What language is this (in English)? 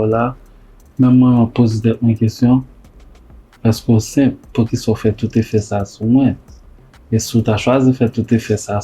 Haitian Creole